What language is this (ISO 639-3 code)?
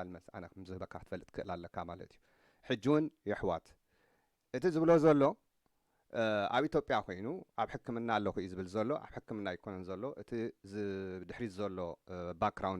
tir